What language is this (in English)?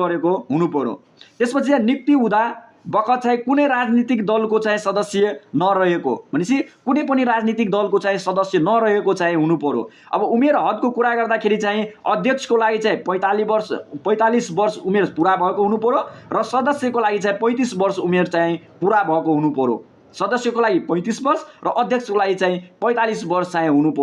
Nepali